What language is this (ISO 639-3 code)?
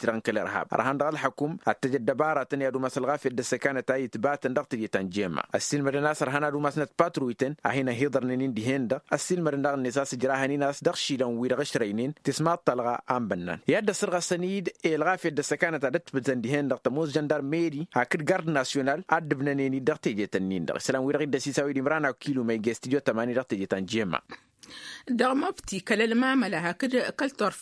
taq